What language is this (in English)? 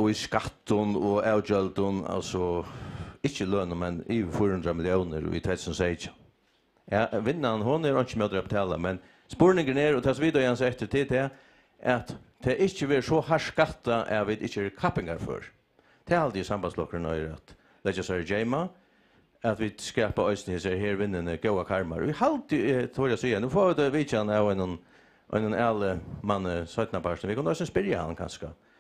Faroese